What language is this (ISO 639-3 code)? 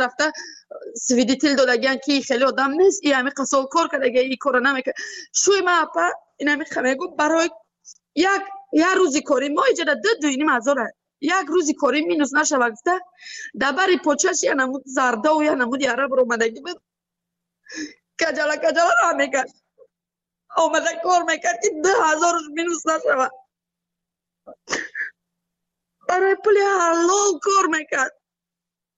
fas